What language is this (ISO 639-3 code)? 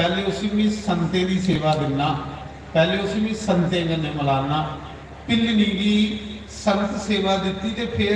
doi